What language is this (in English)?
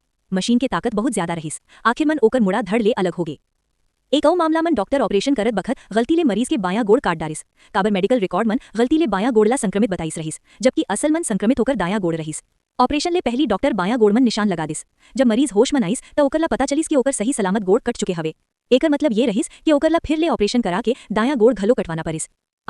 Chhattisgarhi